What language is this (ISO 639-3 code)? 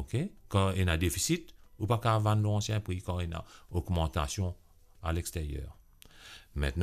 mfe